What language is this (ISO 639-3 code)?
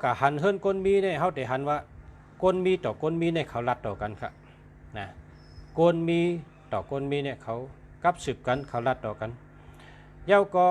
shn